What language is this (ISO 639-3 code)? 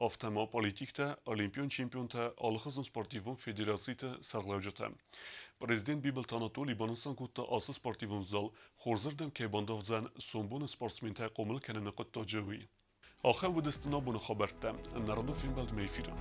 oss